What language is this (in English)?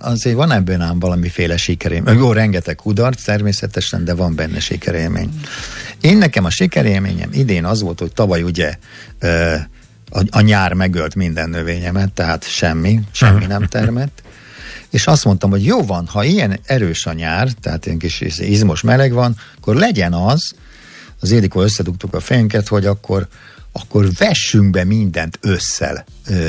Hungarian